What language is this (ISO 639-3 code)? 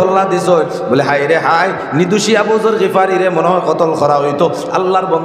ben